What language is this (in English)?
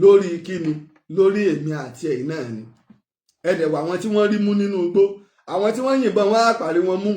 Yoruba